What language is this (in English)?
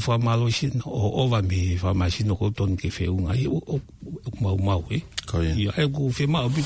Tongan